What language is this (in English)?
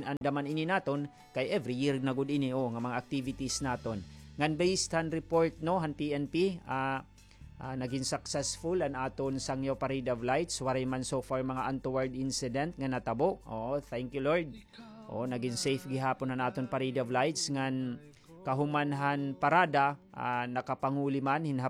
Waray